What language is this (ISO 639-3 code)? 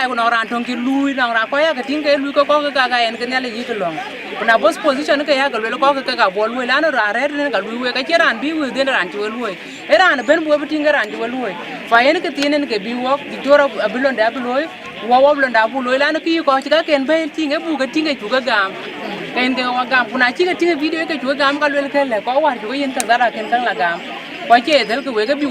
din